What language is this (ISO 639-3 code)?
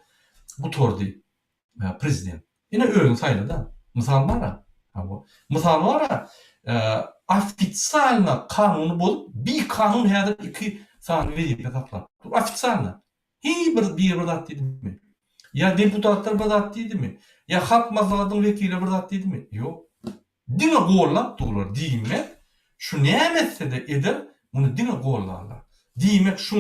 tuk